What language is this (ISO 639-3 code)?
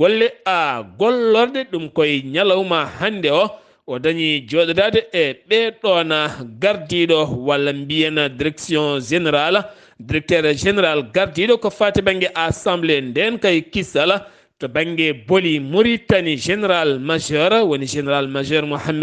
ful